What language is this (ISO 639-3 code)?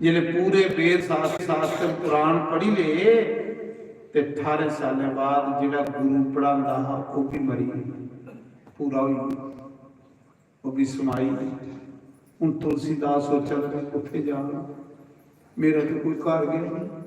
doi